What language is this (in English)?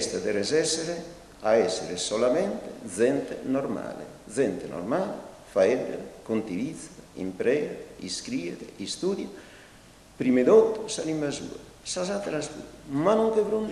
Sardinian